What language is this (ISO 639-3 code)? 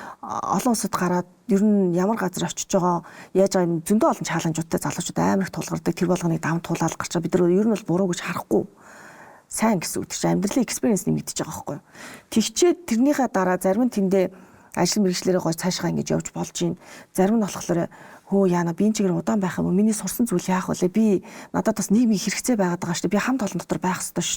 mon